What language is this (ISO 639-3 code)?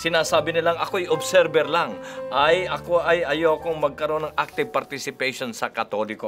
fil